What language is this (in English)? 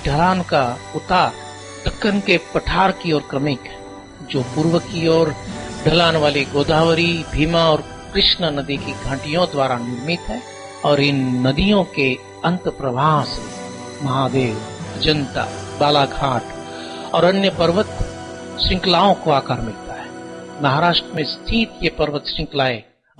Hindi